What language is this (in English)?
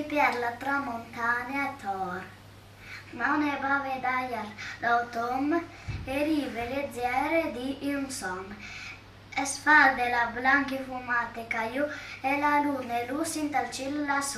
Friulian